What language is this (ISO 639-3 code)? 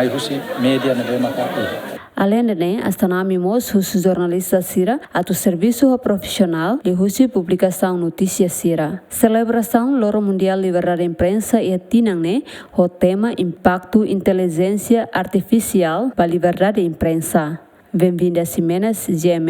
tet